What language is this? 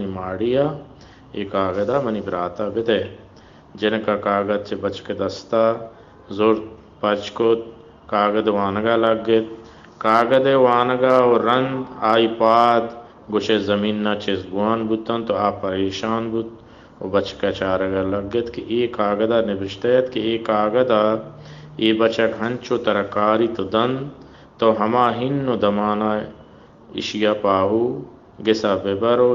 Baluchi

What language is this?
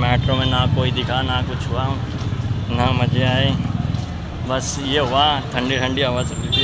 Hindi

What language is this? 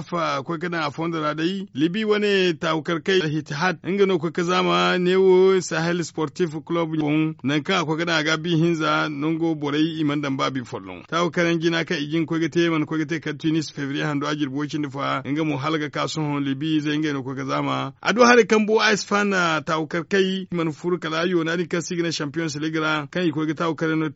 Zarma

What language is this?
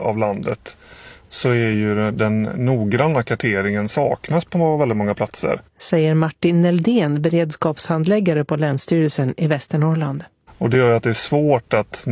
Swedish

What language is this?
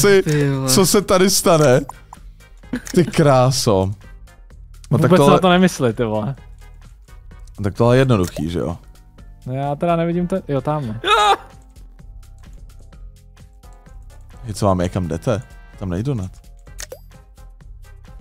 Czech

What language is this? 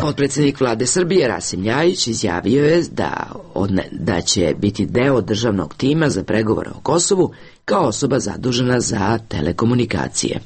Bosnian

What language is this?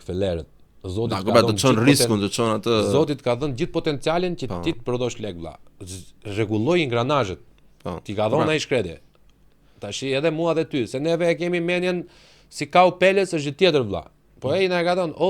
Albanian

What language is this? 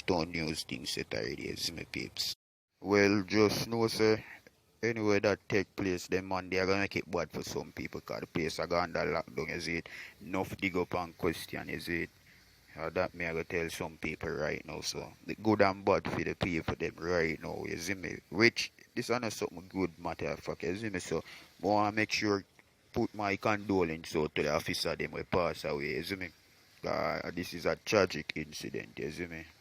Jamaican Creole English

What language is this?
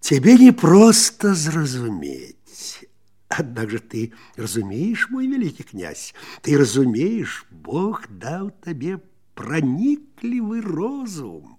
Belarusian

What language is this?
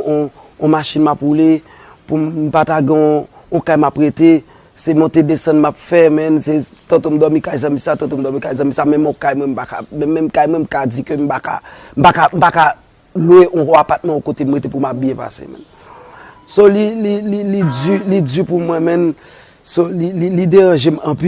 Haitian Creole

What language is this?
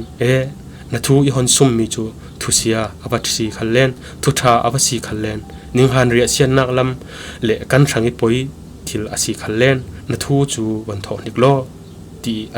Falam Chin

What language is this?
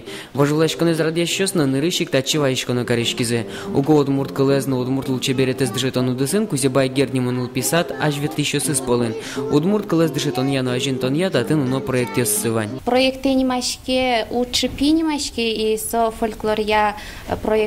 Udmurt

